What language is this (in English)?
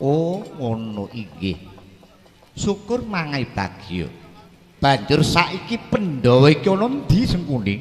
Javanese